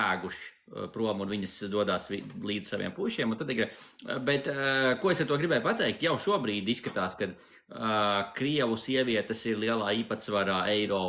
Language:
Latvian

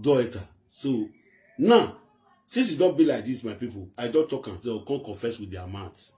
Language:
Nigerian Pidgin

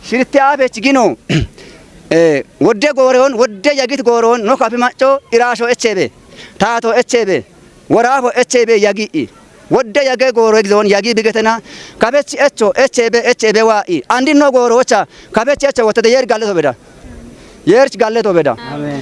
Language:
Kafa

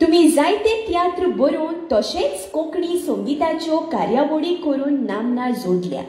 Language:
Konkani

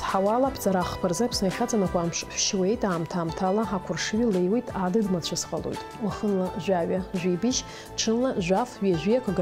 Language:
Abkhazian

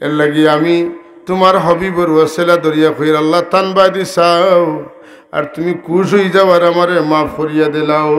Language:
Sylheti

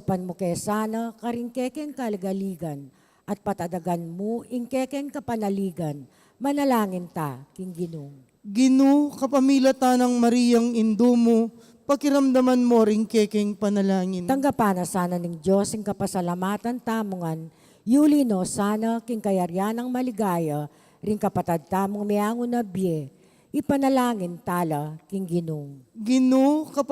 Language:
Pampanga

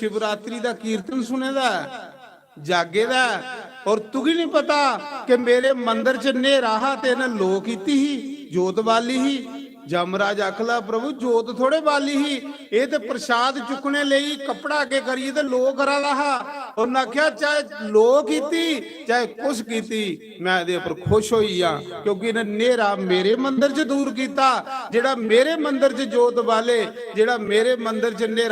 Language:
Dogri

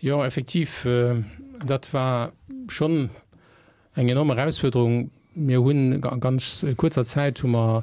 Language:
Luxembourgish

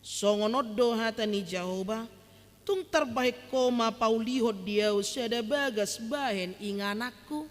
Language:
Batak Toba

